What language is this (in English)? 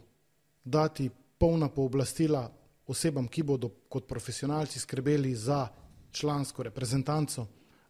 Slovenian